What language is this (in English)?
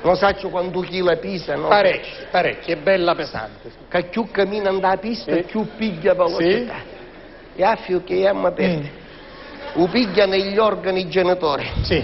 Sicilian